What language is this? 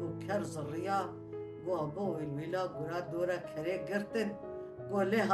Kurdish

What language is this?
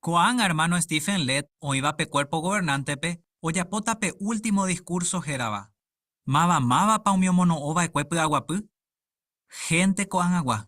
Guarani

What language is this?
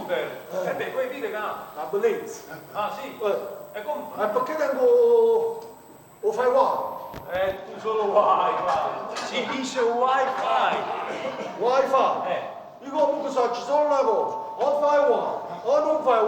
Neapolitan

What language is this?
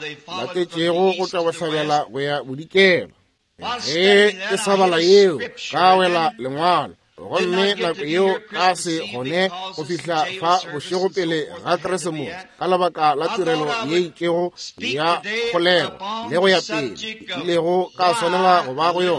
Northern Sotho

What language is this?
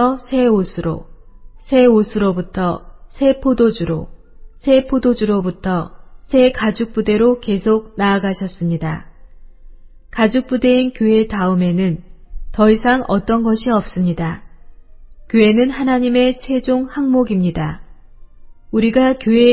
Korean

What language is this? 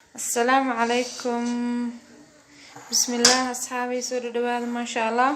Somali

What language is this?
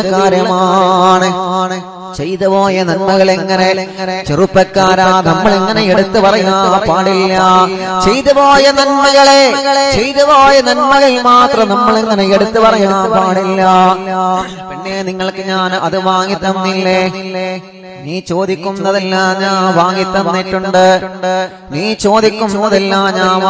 Malayalam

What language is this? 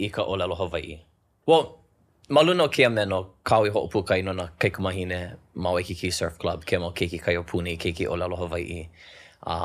Hawaiian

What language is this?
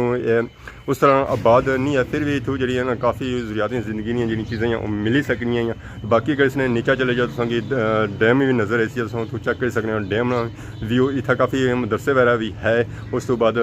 Pahari-Potwari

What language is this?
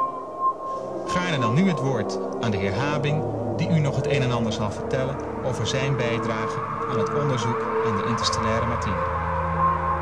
Dutch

